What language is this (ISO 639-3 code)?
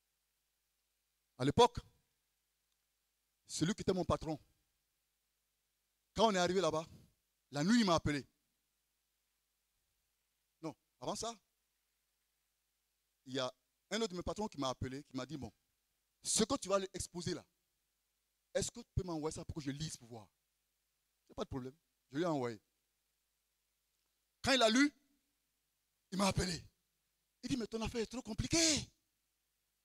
fra